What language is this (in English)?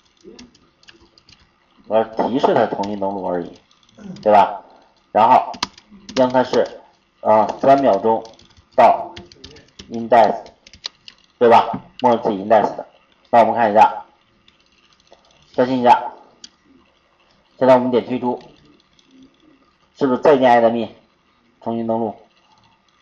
Chinese